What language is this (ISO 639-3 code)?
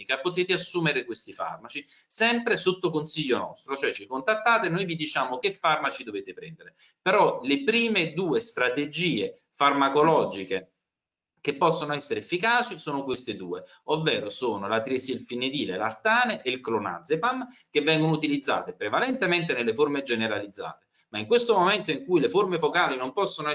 ita